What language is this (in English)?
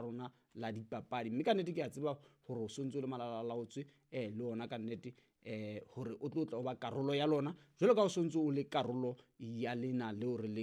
Southern Sotho